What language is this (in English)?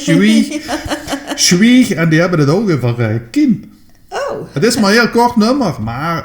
Limburgish